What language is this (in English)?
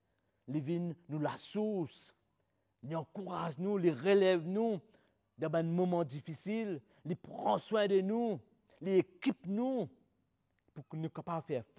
Morisyen